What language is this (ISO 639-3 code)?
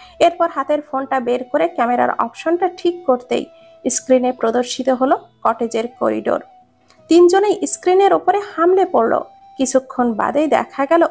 ben